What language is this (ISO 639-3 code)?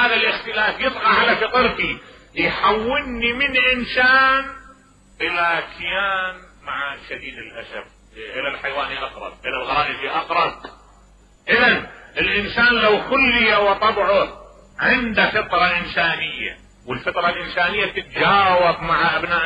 acm